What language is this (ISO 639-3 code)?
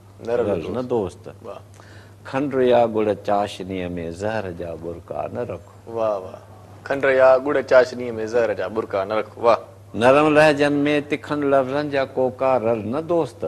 snd